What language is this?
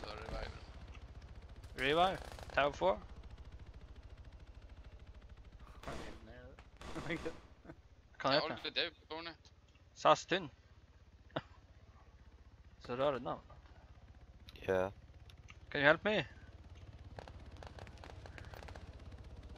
Norwegian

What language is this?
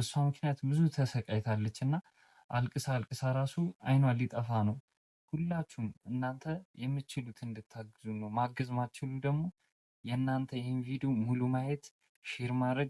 Amharic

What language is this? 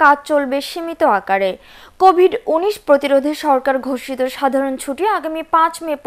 Bangla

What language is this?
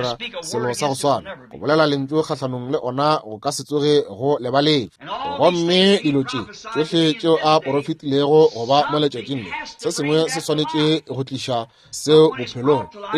Northern Sotho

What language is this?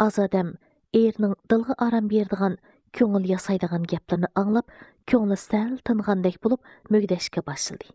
Uyghur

